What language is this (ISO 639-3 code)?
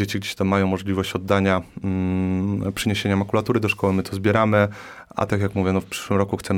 pol